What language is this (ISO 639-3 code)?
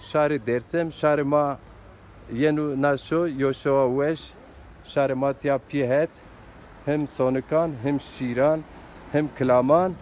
zza